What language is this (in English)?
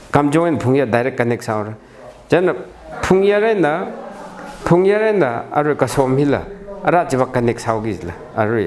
Tangkhul Naga (India)